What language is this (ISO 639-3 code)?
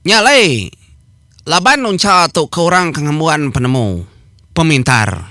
iba